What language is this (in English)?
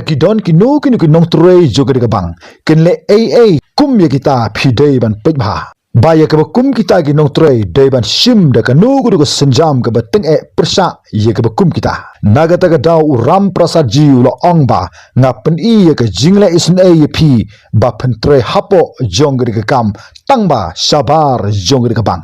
Khasi